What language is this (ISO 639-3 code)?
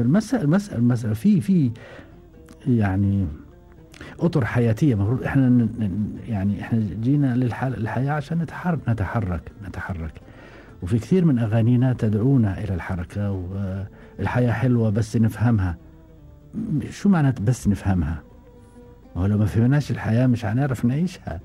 afb